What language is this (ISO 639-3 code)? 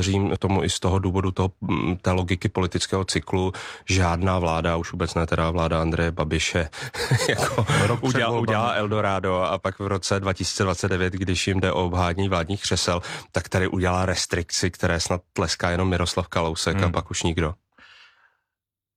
ces